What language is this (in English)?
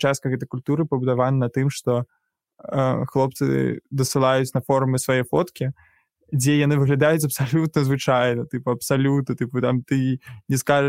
Belarusian